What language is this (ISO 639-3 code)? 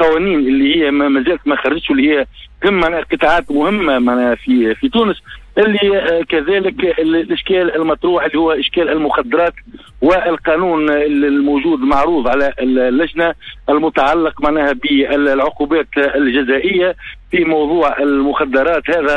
aeb